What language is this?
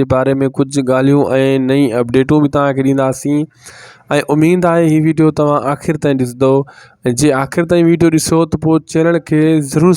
Sindhi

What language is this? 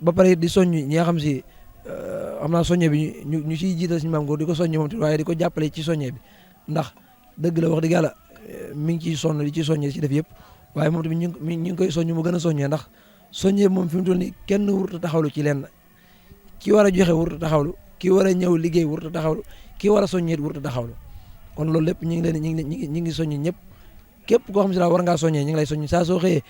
Wolof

